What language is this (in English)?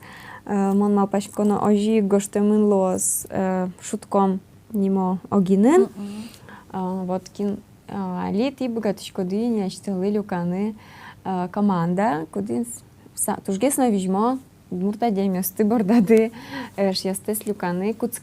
Udmurt